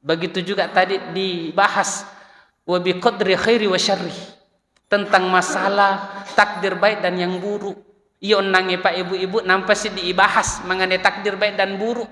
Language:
Buginese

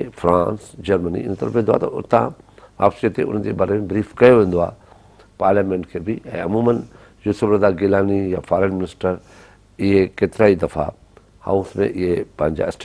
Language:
Sindhi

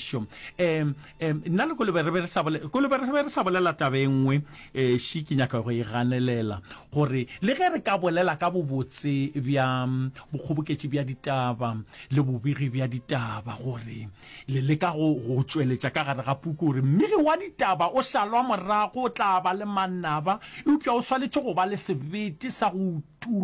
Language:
Northern Sotho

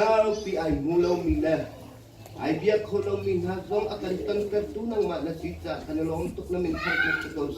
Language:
Hakha Chin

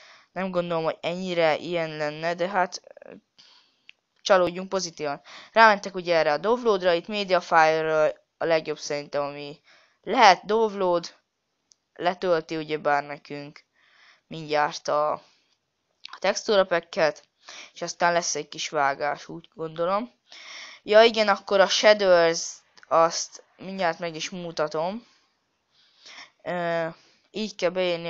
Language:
Hungarian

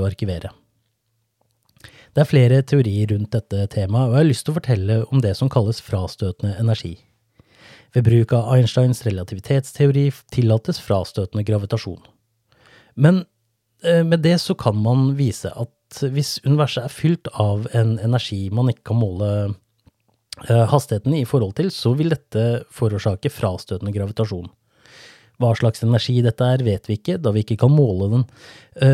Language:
Norwegian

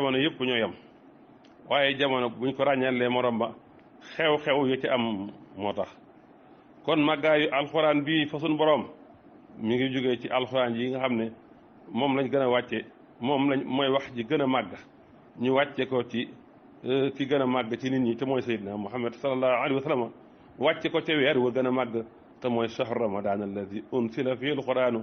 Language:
Wolof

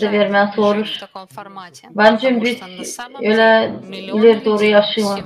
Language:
Gagauz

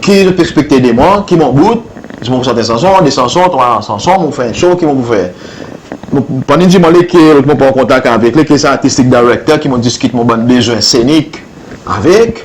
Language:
Seselwa Creole French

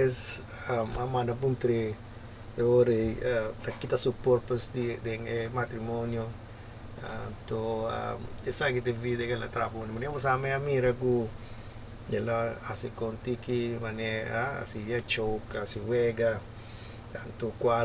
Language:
Papiamento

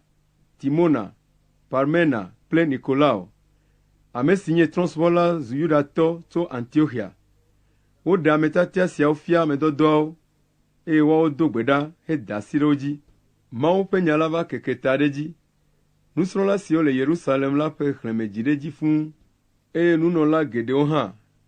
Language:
Ewe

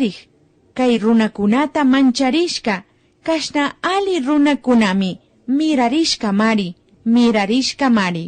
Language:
Imbabura Highland Quichua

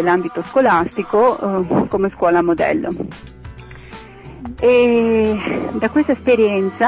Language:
Italian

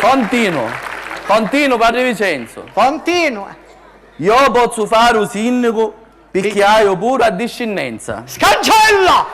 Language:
Sicilian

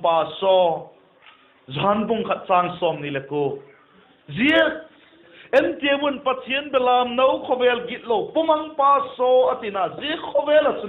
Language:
Vaiphei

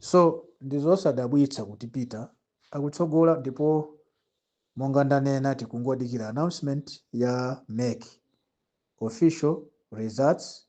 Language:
Nyanja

